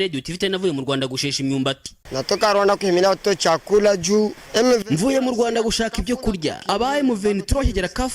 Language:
Kinyarwanda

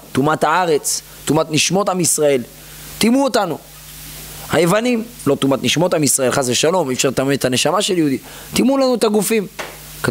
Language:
Hebrew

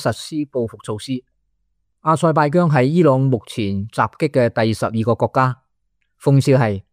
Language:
Cantonese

